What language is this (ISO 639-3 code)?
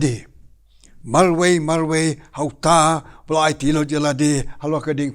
kha